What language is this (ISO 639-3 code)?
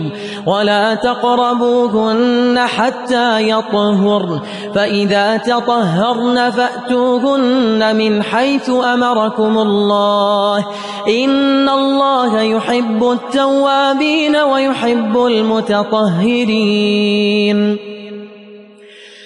ara